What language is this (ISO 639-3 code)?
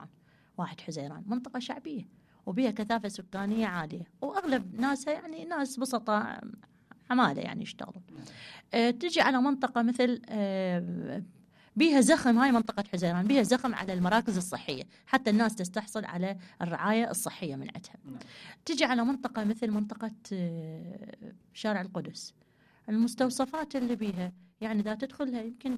acm